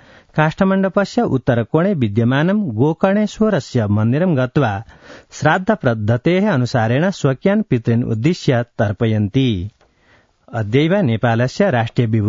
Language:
Sanskrit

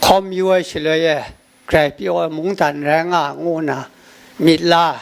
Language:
Kachin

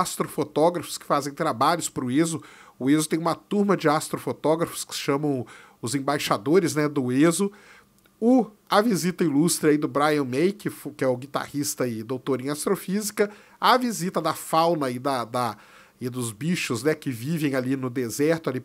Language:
Portuguese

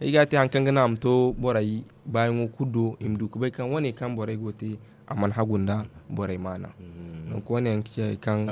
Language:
Zarma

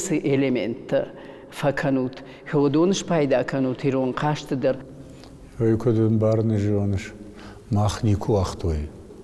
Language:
Ossetic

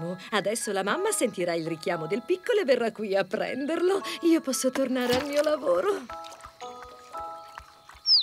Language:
Italian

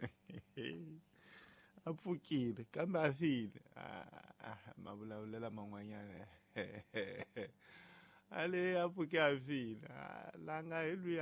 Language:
Tsonga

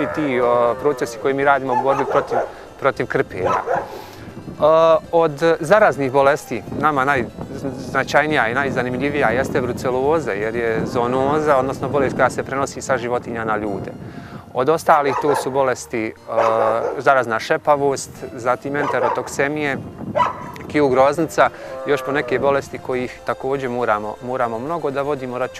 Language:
Bosnian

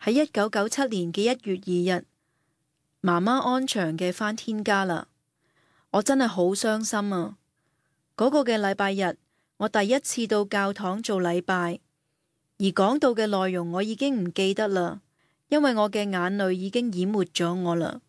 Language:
Cantonese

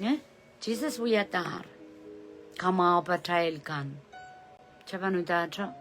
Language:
Pohnpeian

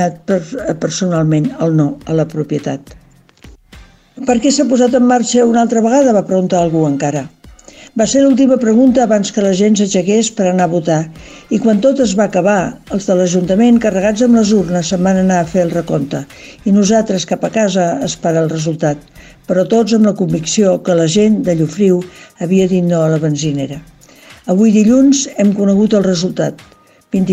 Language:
Catalan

